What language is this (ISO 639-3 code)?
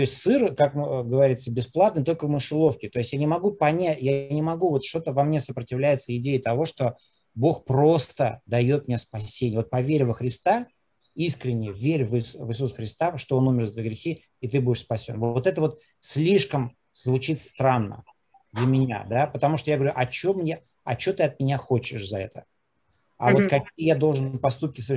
rus